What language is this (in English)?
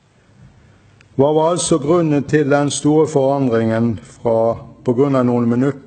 Norwegian